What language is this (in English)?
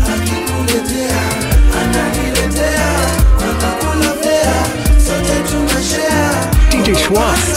Swahili